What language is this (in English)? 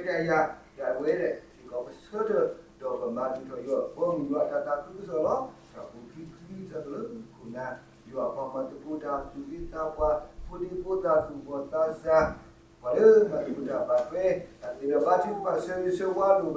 S'gaw Karen